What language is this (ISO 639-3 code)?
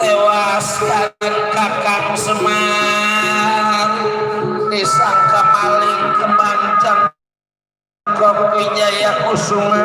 bew